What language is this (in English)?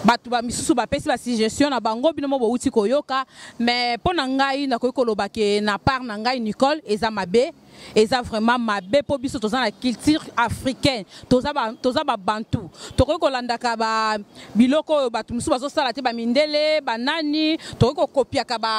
Lingala